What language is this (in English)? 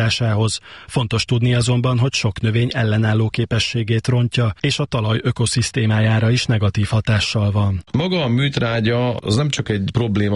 Hungarian